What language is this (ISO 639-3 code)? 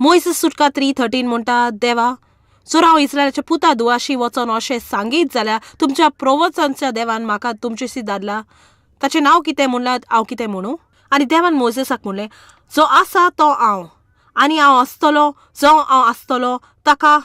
kok